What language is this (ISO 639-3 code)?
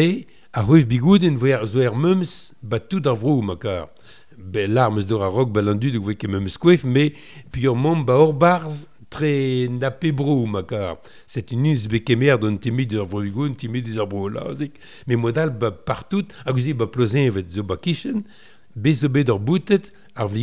bre